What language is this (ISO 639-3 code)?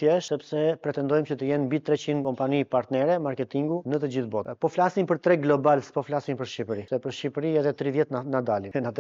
sqi